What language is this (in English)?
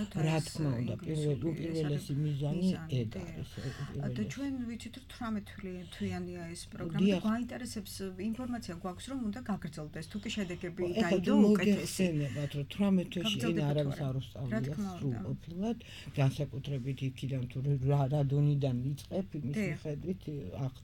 Georgian